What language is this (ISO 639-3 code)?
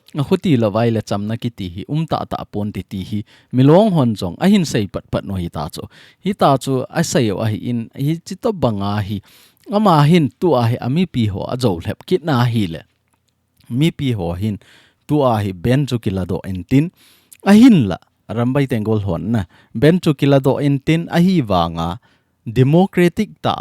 tcz